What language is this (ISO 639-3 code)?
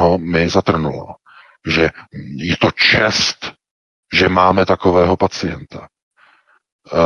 ces